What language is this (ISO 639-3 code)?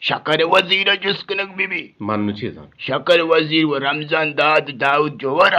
bgp